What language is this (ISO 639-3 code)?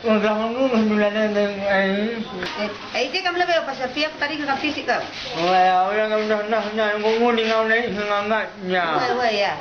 btx